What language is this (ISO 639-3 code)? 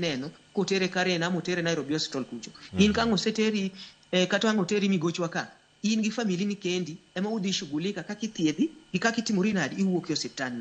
luo